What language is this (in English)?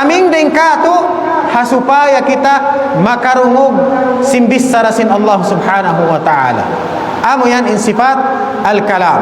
Tausug